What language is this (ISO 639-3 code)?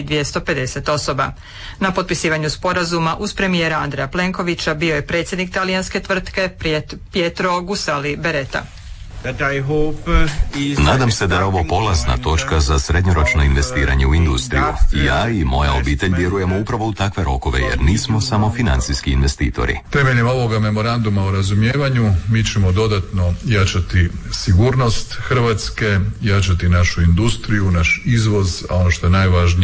hrv